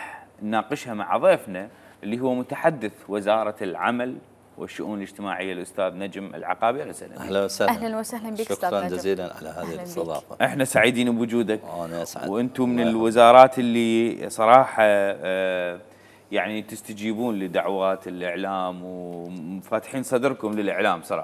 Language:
Mesopotamian Arabic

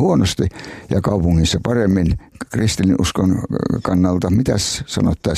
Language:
Finnish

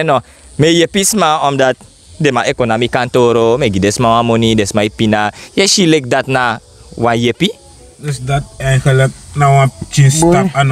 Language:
Sranan Tongo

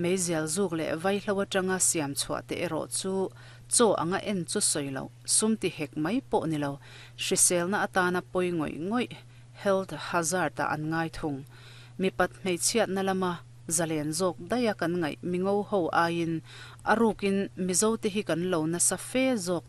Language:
Mizo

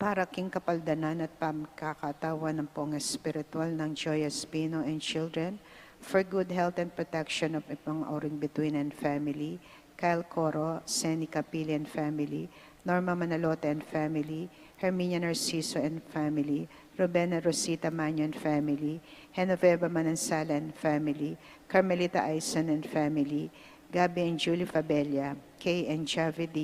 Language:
Pampanga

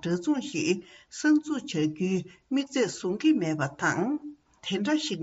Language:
Tibetan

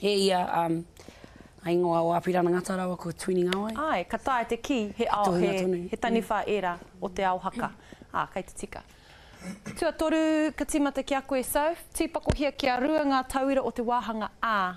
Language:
Māori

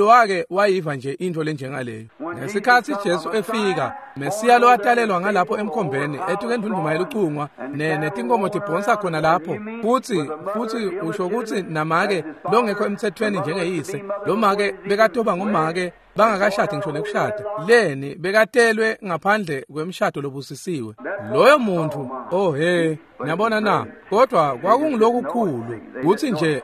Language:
Swati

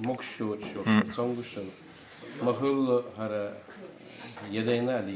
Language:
Chechen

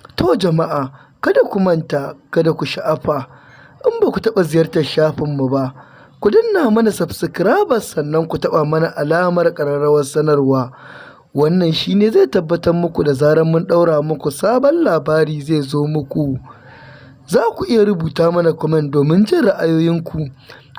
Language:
Hausa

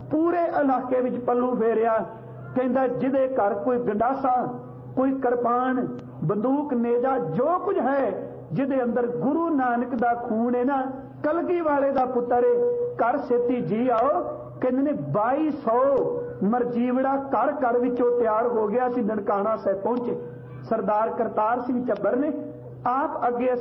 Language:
Punjabi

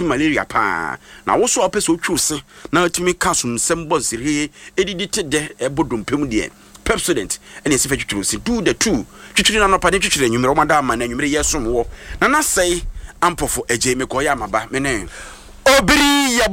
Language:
Akan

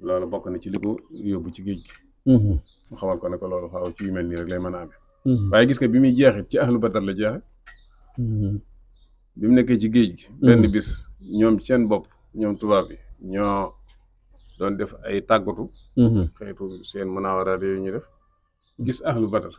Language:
Wolof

